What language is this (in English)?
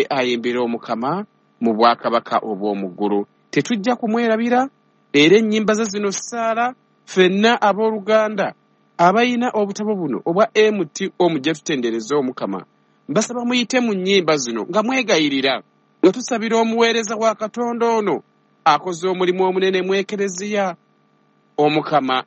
Ganda